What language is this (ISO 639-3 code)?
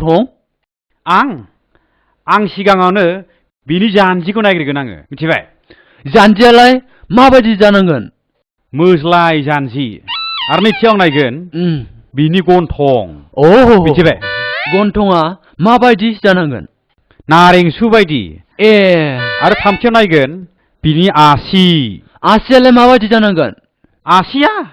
brx